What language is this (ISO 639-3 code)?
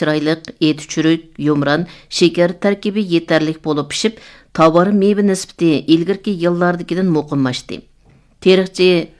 uig